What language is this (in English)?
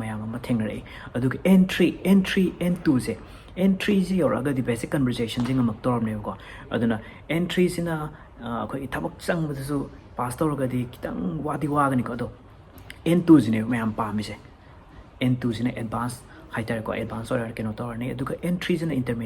Manipuri